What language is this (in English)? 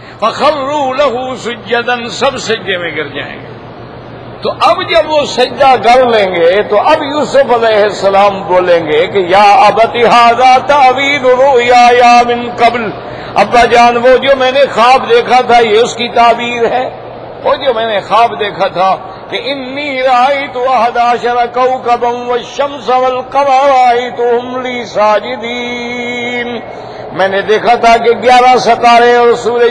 Urdu